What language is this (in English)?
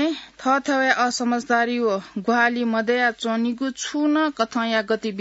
Newari